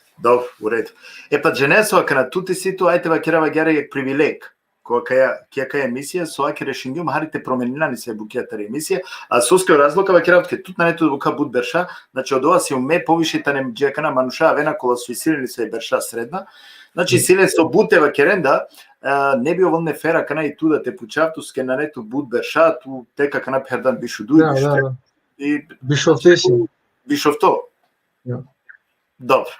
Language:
Balkan Romani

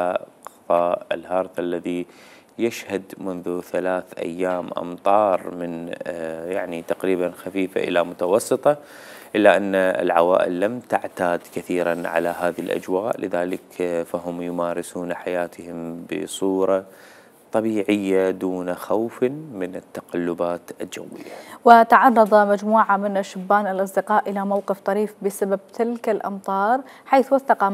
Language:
Mesopotamian Arabic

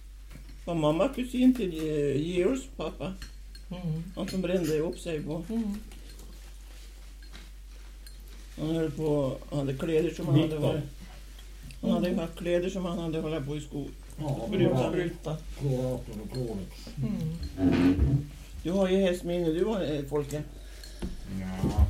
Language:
Swedish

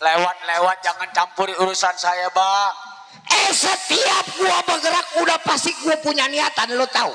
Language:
Betawi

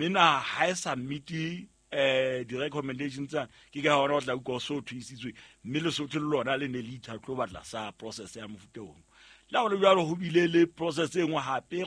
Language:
Southern Sotho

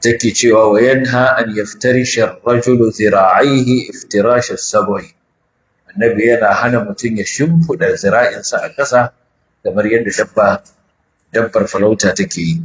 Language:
Hausa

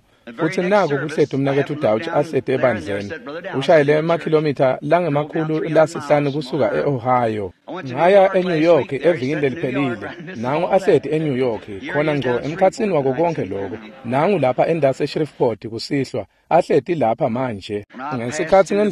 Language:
Swati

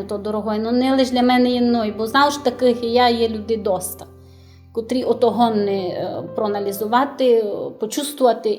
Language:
Rusyn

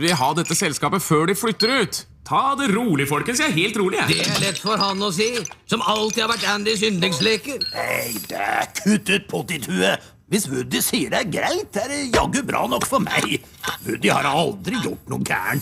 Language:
Norwegian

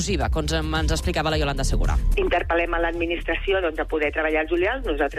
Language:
Catalan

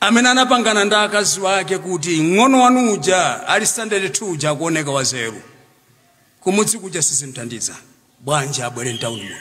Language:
Nyanja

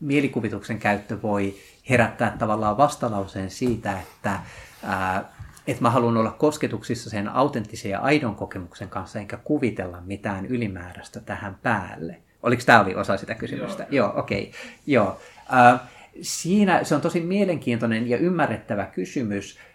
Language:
Finnish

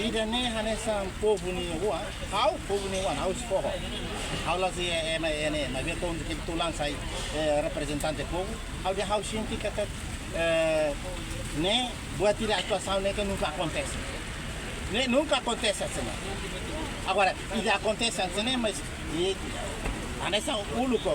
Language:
Tetum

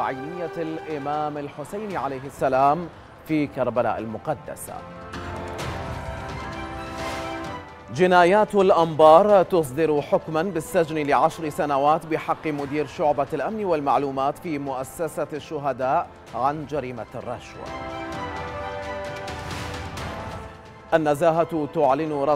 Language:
Arabic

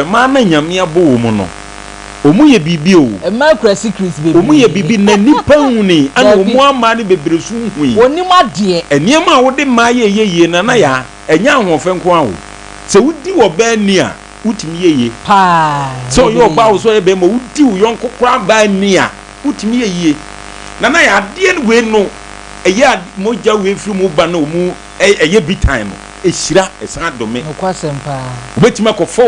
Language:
Akan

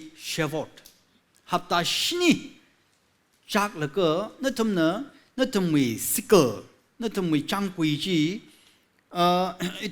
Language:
Tangkhul Naga (India)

